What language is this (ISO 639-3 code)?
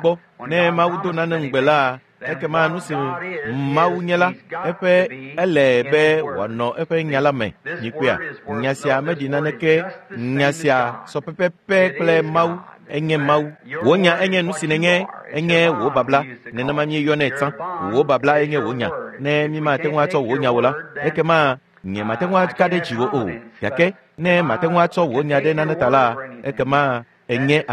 ewe